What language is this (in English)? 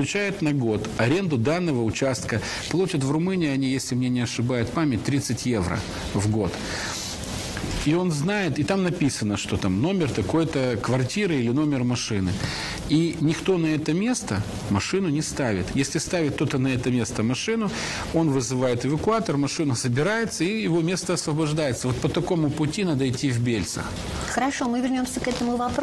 Russian